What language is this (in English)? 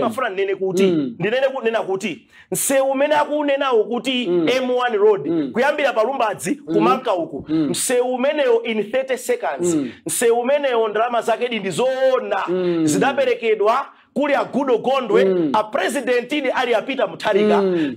Nyanja